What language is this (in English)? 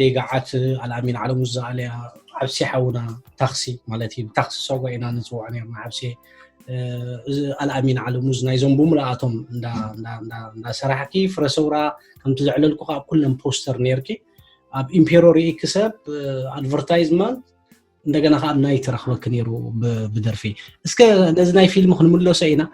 Tigrinya